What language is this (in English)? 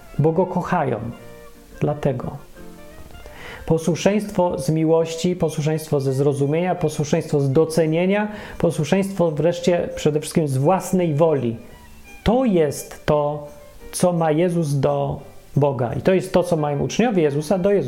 Polish